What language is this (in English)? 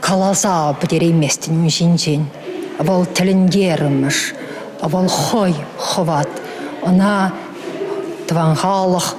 Chuvash